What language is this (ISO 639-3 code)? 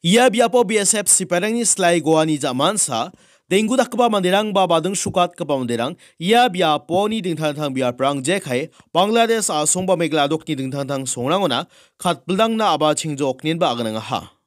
grt